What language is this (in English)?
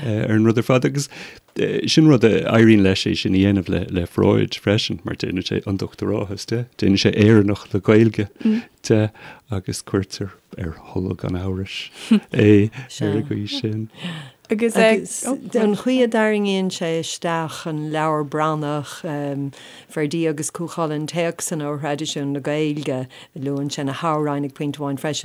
Irish